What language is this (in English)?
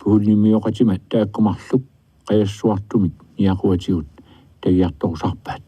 Kalaallisut